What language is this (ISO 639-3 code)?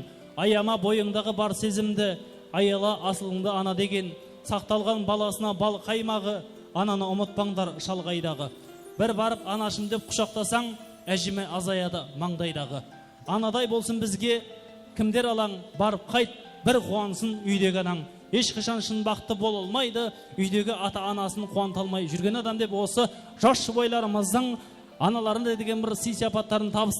kaa